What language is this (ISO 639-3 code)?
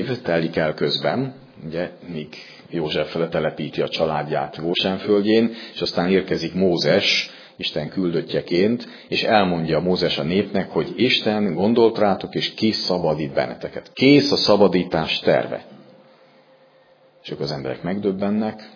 hun